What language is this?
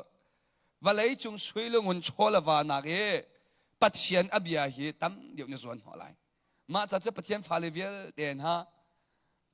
Hakha Chin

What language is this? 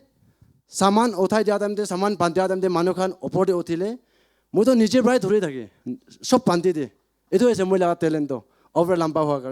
Naga Pidgin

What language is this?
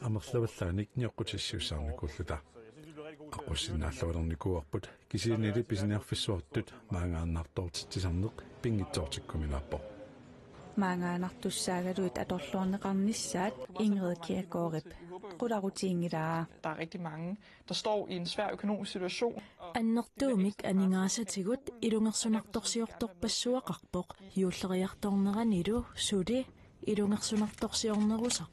Kalaallisut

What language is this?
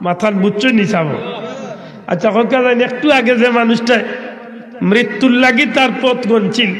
Sylheti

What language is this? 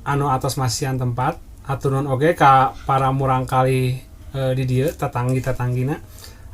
Sundanese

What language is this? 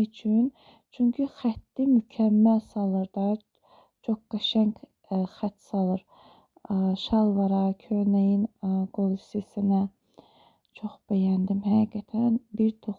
Azerbaijani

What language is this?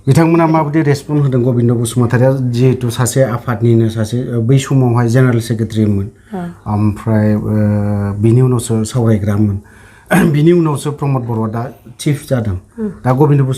Bodo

